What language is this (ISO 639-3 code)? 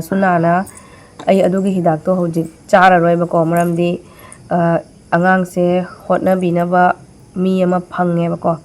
mni